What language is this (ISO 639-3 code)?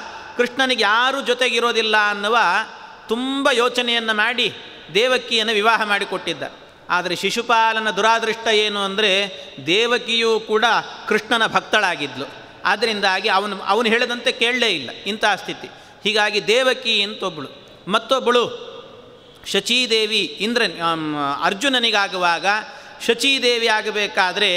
kan